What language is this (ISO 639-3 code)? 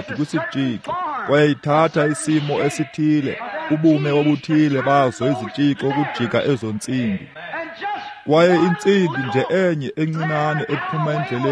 xho